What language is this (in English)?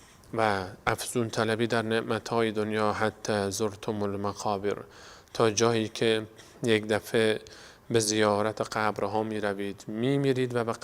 Persian